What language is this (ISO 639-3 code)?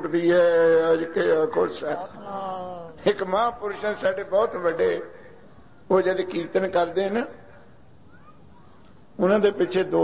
pan